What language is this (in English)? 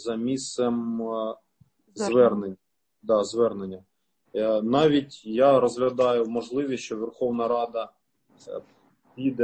Ukrainian